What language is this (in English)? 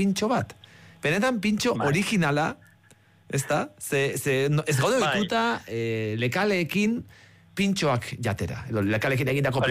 Basque